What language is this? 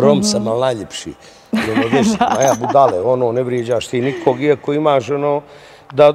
Bosnian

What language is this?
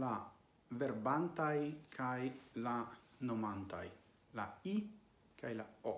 Esperanto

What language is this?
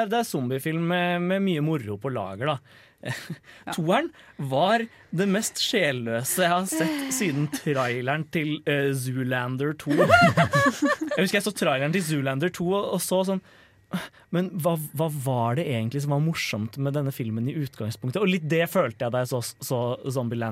Norwegian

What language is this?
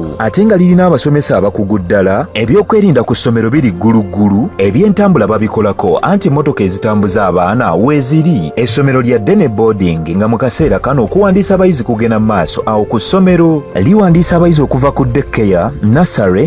Ganda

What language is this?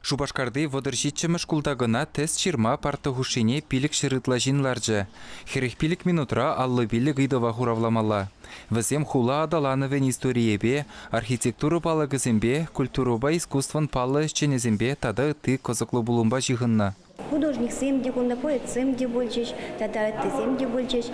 Chuvash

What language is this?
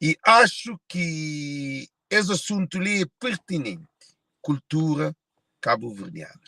Kabuverdianu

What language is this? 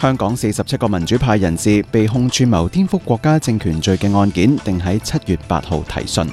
Cantonese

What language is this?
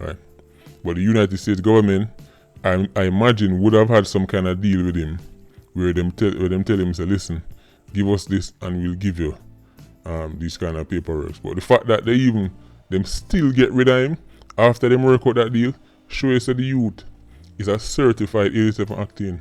Jamaican Creole English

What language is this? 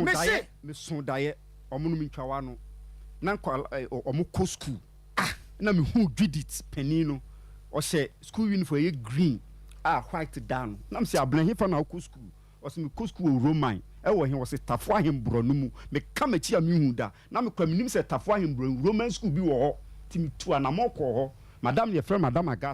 Akan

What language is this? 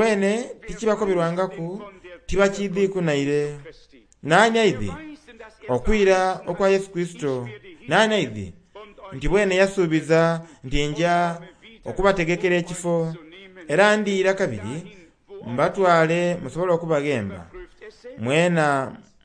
Soga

